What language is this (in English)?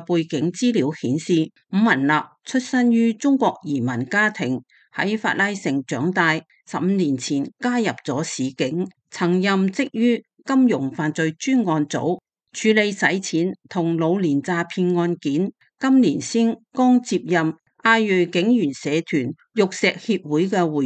Cantonese